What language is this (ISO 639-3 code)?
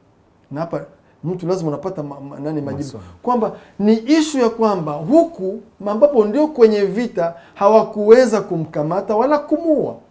swa